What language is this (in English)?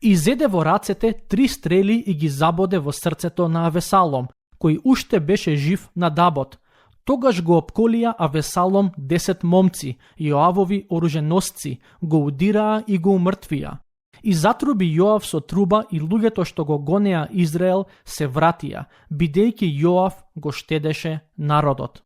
Macedonian